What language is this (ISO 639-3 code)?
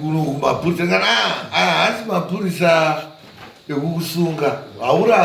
sna